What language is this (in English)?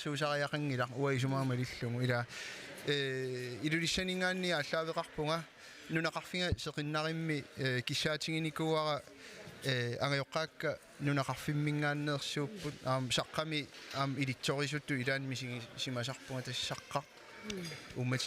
Kalaallisut